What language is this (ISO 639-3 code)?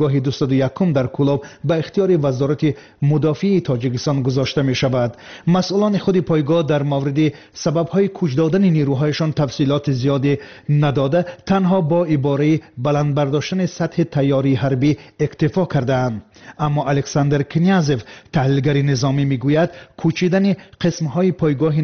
tgk